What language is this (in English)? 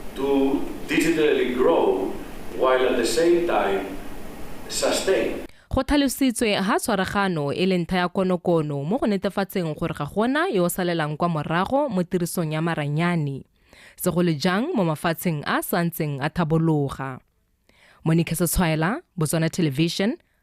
Tswana